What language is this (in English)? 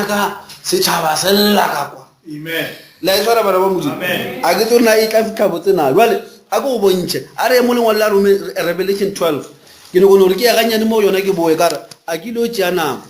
Northern Sotho